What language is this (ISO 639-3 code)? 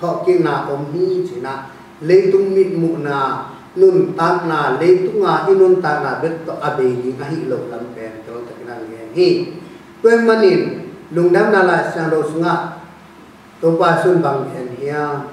ctd